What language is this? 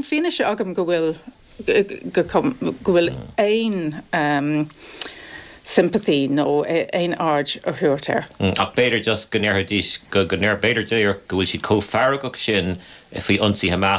Irish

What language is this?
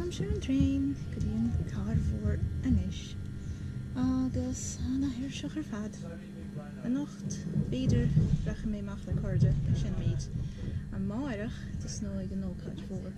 Irish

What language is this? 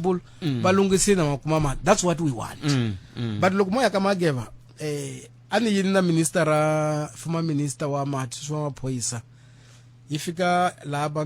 Tsonga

